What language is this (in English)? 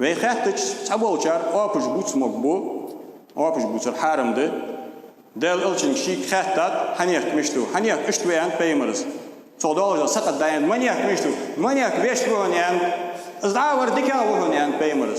Ingush